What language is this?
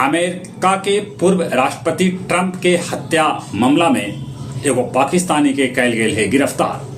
Magahi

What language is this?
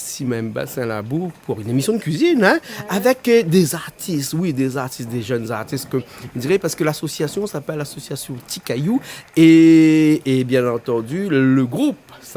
Réunion Creole French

